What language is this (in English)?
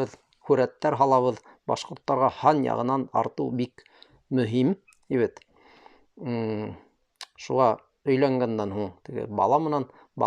Bashkir